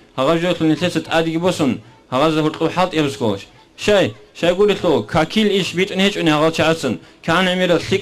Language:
Avaric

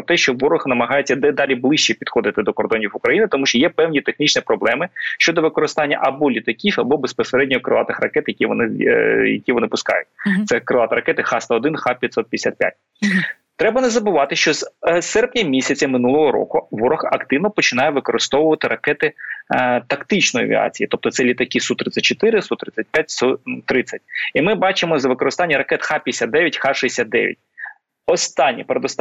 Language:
Ukrainian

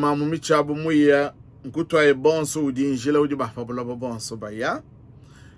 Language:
Luba-Lulua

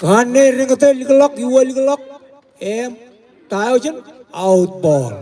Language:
Marshallese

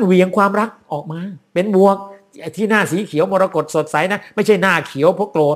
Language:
Thai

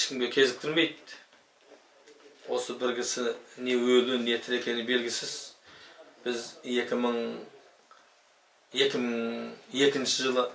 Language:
Kazakh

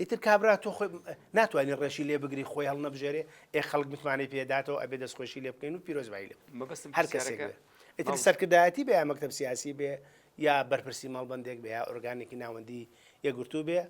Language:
Central Kurdish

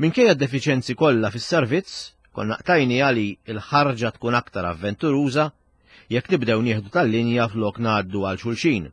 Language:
Maltese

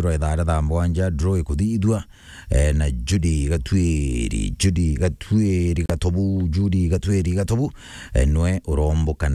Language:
Meru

